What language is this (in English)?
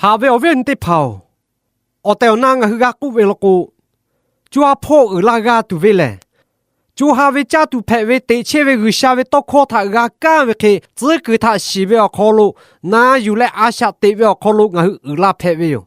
Lahu